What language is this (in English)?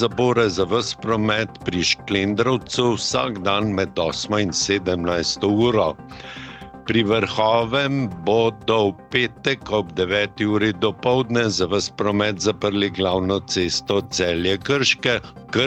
Slovenian